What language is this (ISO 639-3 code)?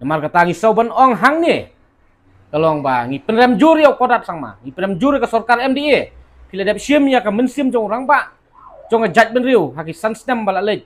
kha